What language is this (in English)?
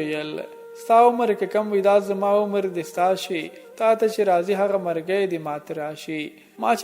Pashto